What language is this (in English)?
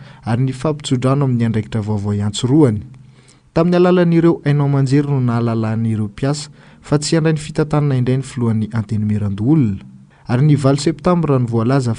Malagasy